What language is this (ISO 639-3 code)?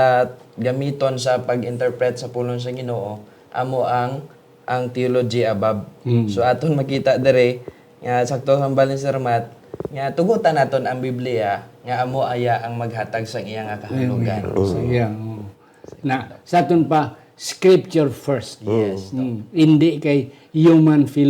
hil